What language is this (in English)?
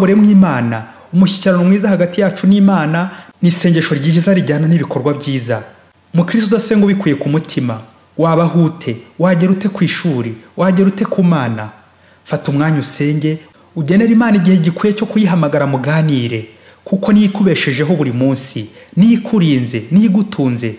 Kinyarwanda